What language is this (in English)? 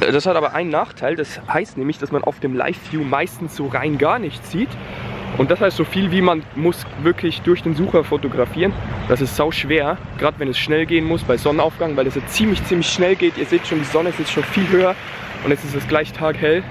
Swiss German